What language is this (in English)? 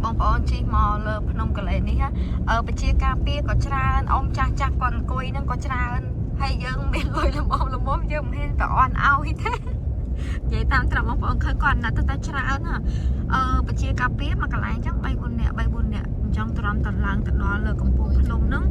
Khmer